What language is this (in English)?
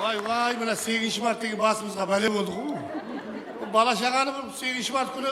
Kara-Kalpak